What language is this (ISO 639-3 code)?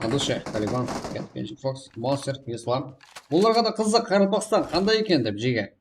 kaa